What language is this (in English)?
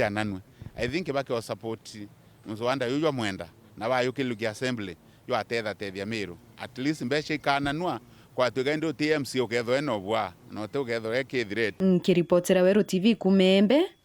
Meru